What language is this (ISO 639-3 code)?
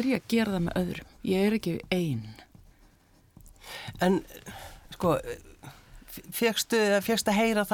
isl